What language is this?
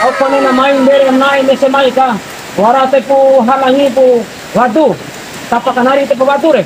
Bima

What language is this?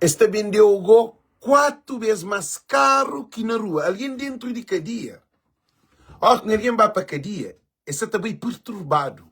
Kabuverdianu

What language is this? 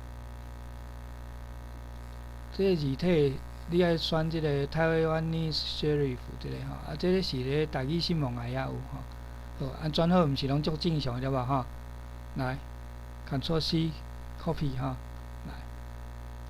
Min Nan Chinese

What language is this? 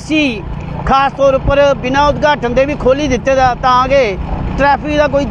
Dogri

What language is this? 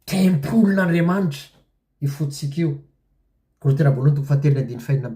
Malagasy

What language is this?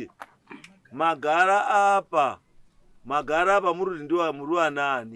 Shona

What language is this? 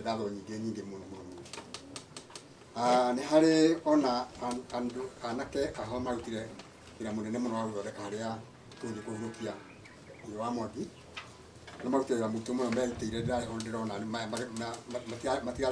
Kikuyu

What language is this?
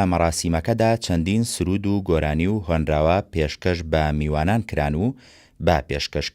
Central Kurdish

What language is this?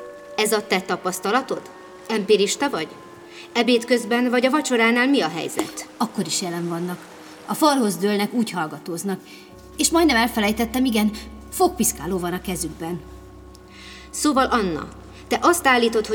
Hungarian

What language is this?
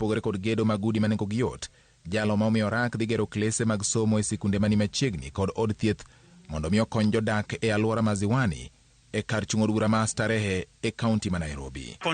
Luo (Kenya and Tanzania)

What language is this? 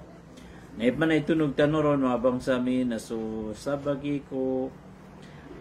Maranao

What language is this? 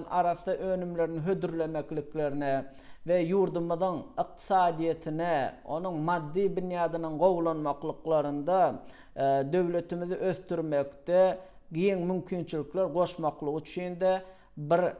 Turkmen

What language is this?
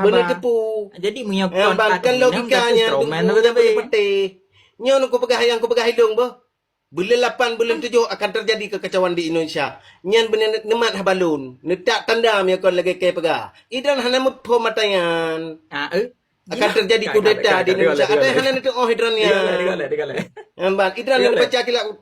Achinese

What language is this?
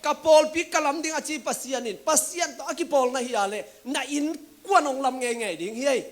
Tedim Chin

